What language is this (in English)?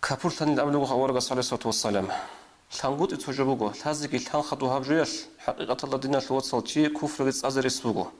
Avaric